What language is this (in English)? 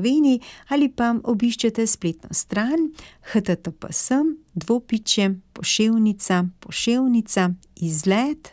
Slovenian